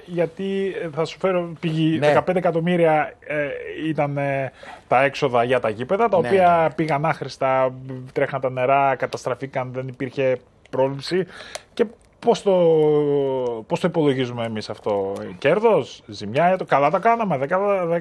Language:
Greek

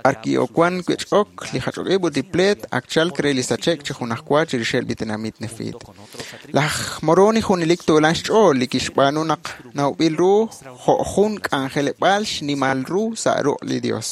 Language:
Kekchí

